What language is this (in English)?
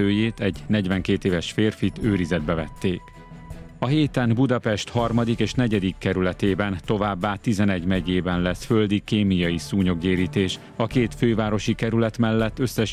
Hungarian